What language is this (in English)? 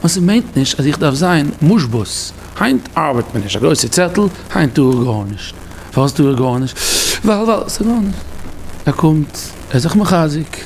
Yiddish